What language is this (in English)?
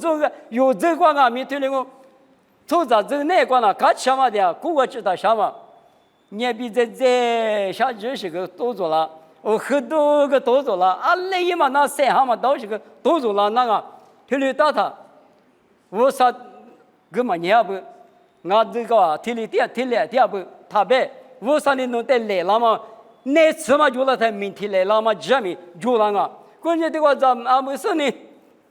Lisu